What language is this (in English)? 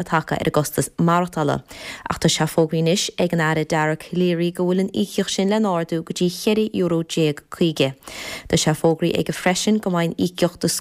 Irish